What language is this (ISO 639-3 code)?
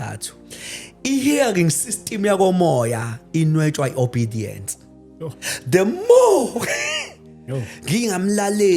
zul